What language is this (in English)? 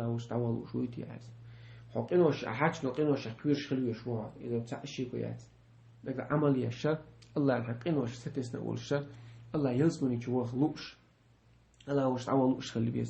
Chechen